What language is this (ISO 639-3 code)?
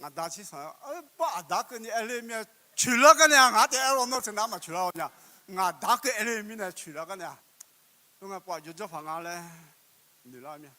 ahk